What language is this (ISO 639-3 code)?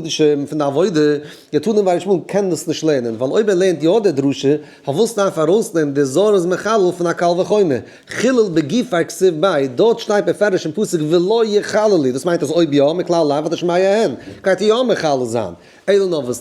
yid